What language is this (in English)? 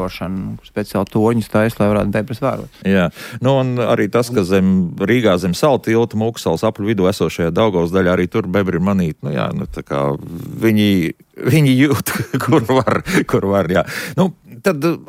Latvian